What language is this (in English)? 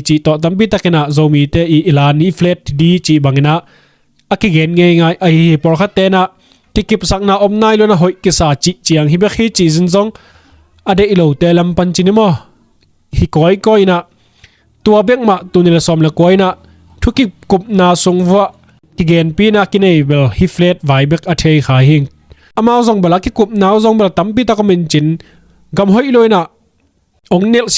Tedim Chin